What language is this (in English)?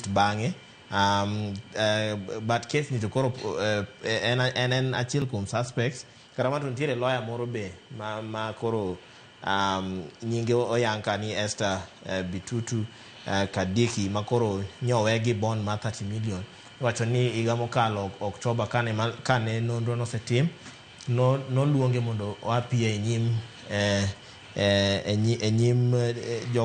Luo (Kenya and Tanzania)